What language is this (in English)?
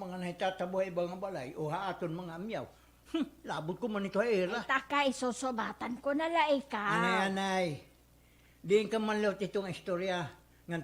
Waray